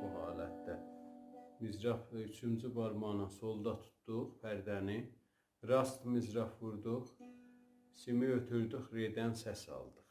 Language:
South Azerbaijani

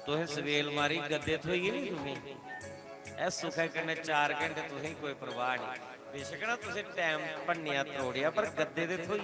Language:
Dogri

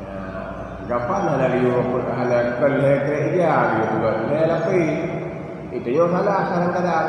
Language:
Achinese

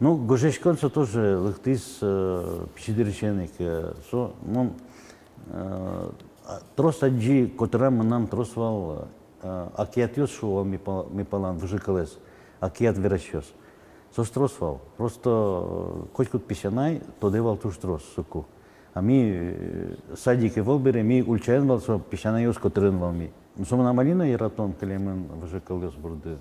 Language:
Udmurt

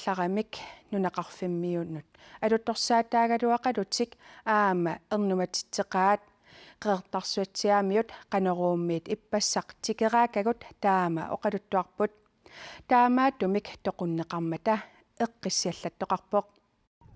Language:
Kalaallisut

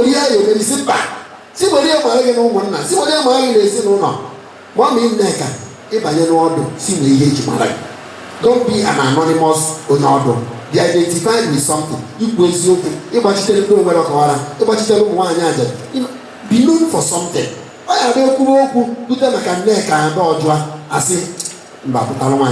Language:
Igbo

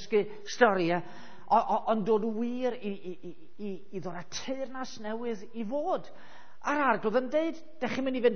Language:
Welsh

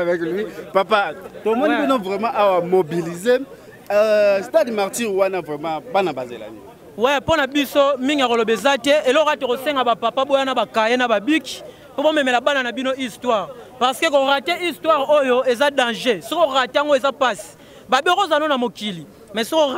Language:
Lingala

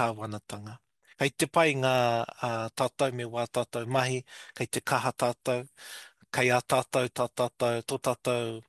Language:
Māori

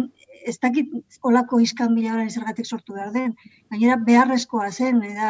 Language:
Basque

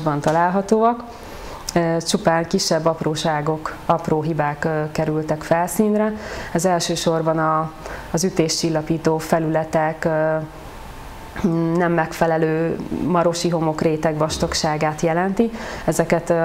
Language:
Hungarian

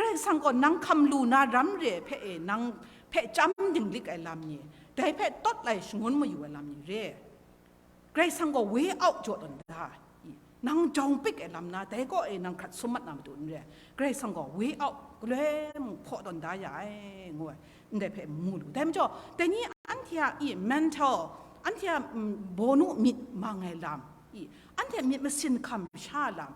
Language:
Kachin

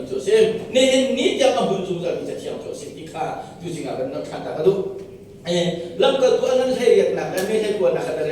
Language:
Hakha Chin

